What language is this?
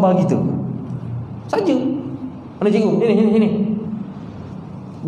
Malay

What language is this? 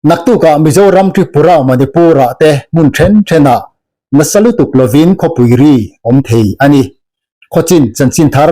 Mizo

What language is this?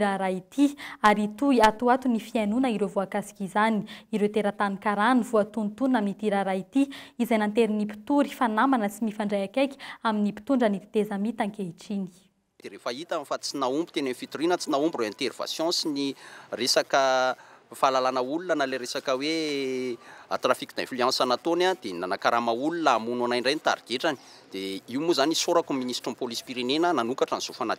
Malagasy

